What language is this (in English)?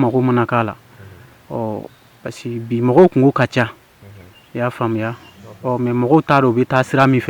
Bambara